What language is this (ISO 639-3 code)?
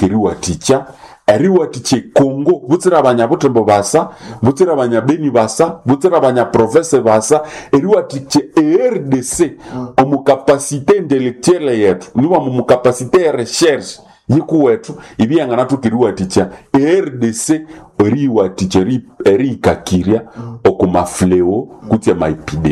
nnb